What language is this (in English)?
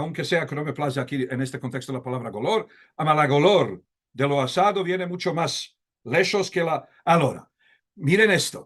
Ladino